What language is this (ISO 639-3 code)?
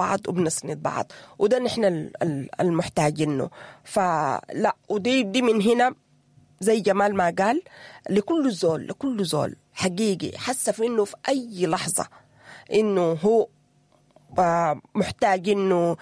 apd